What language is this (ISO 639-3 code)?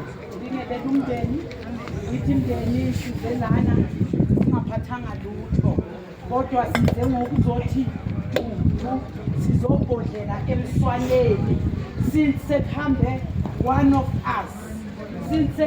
zul